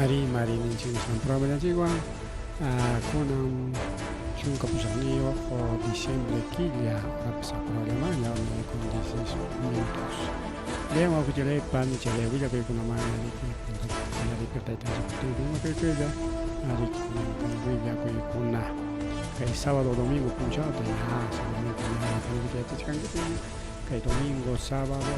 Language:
Ayacucho Quechua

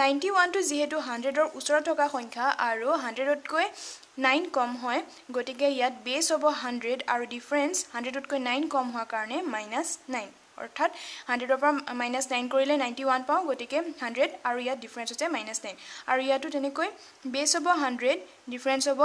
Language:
Assamese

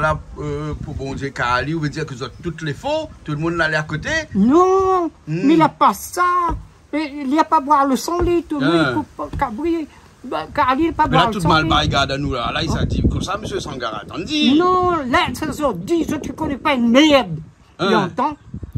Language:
Réunion Creole French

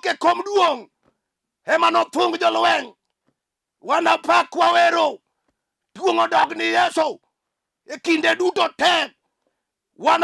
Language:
Luo (Kenya and Tanzania)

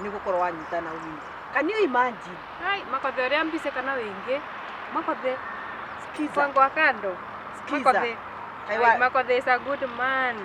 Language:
Kikuyu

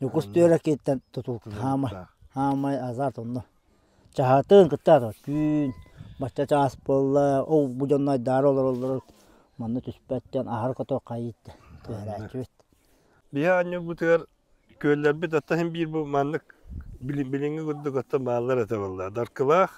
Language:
Yakut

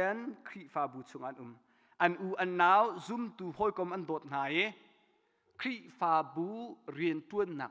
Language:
Hakha Chin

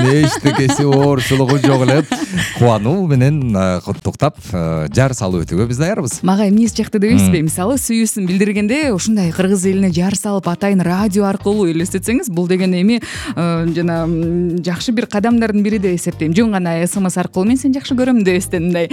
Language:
Kyrgyz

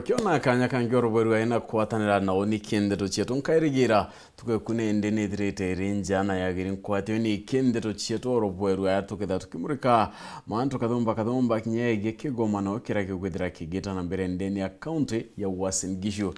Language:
Meru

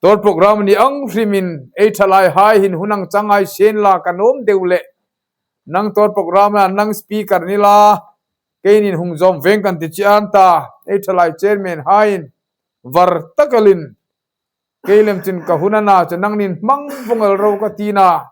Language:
Hmar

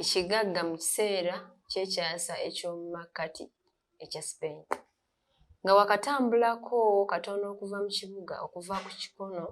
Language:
Ganda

